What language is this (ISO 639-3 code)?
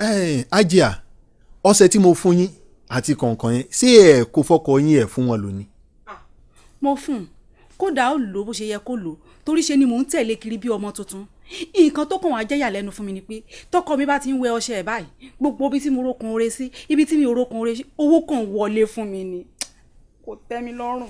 yor